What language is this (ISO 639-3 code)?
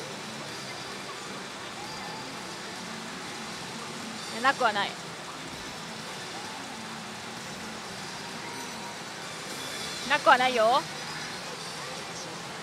jpn